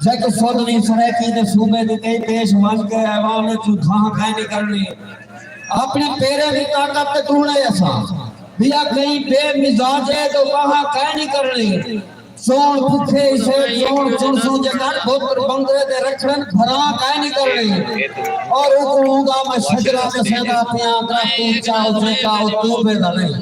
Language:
Saraiki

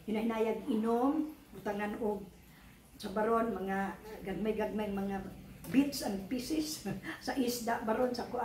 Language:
Cebuano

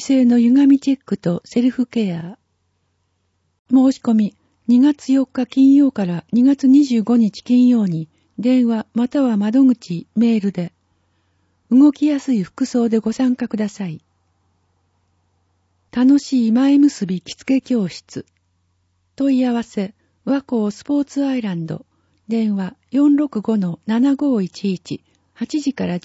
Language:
Japanese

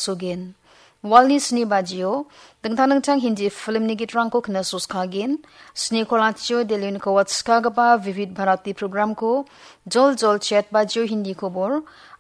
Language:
Garo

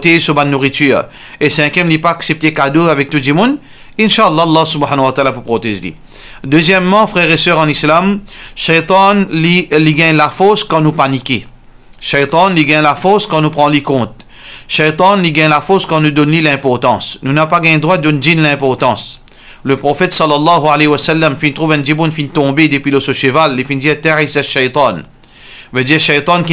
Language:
Morisyen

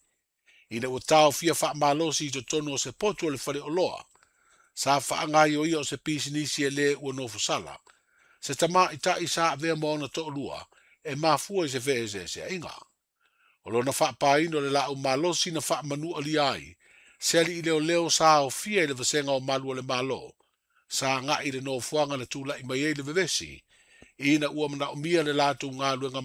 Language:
Samoan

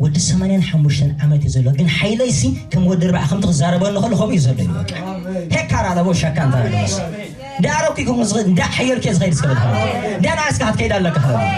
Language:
Tigrinya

